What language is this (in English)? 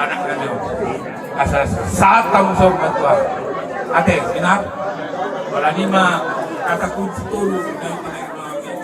Batak Toba